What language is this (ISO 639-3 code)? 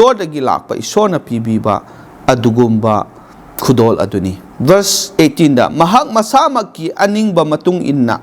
mni